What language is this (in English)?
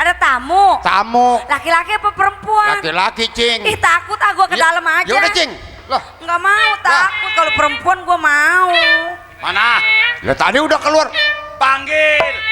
Betawi